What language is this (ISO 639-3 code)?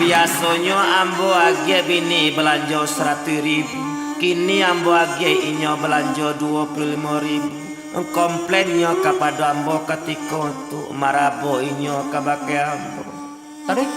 min